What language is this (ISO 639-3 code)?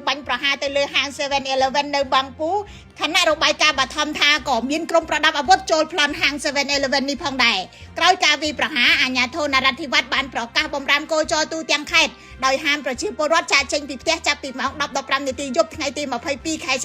khm